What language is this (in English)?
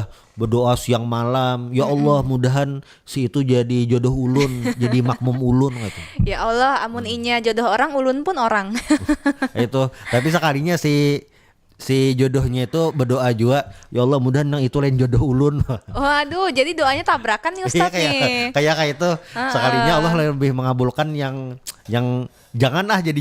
Banjar